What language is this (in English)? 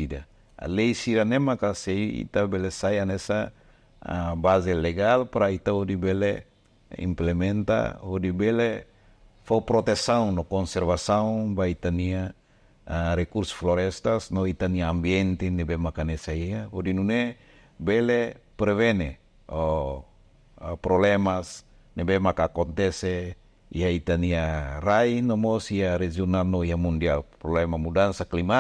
Tetum